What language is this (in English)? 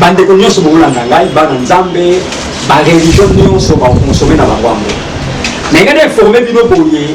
Lingala